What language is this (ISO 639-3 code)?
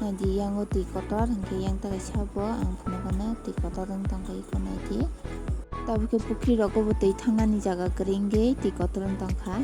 trp